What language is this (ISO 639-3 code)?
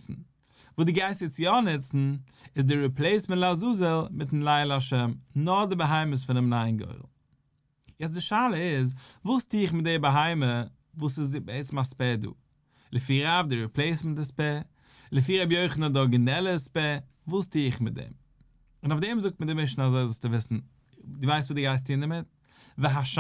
yid